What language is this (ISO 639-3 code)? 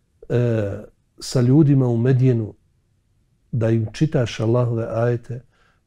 bos